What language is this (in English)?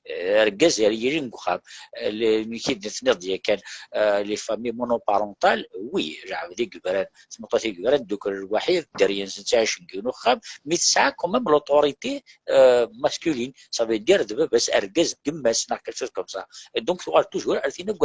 Kabyle